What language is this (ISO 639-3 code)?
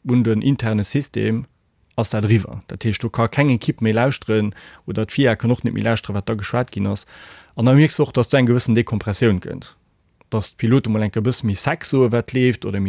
ltz